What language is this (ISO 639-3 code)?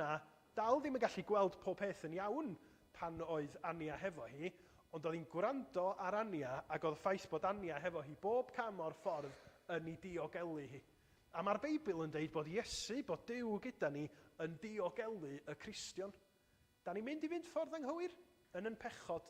cym